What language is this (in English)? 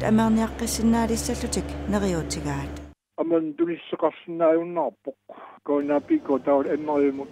Kalaallisut